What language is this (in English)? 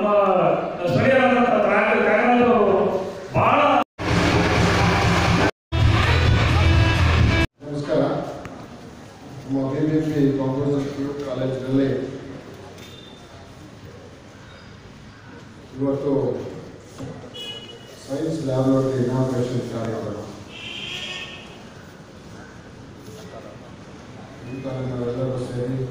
Kannada